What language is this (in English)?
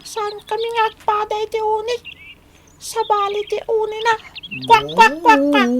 Iloko